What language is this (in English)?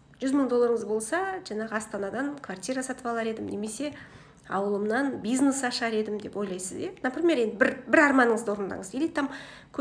Kazakh